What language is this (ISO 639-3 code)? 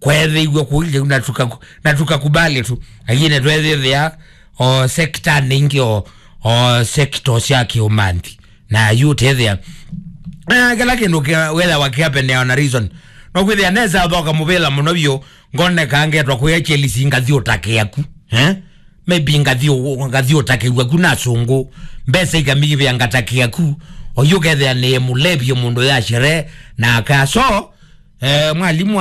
kam